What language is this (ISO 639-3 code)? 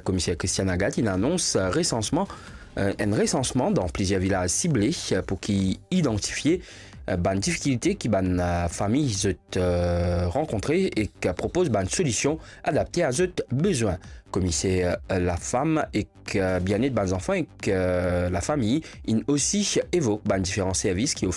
mfe